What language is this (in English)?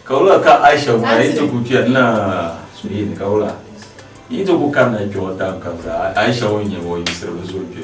Dagbani